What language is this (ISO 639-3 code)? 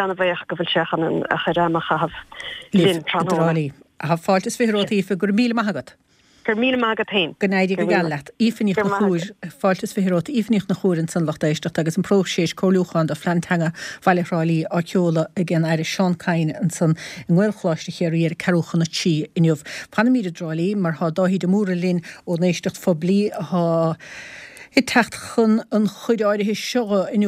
gle